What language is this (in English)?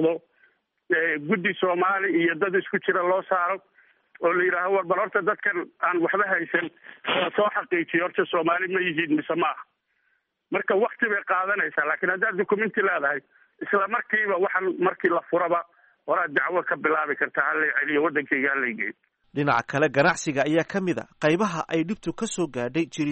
Somali